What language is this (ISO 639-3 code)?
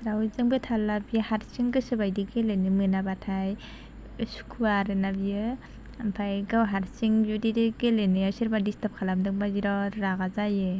brx